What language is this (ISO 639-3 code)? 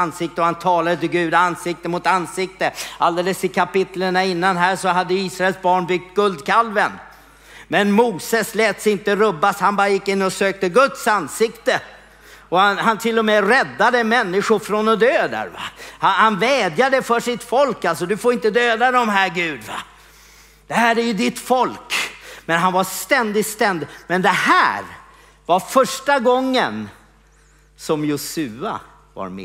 swe